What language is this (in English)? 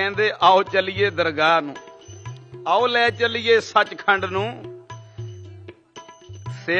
Punjabi